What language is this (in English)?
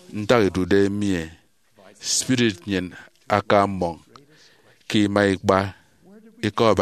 Efik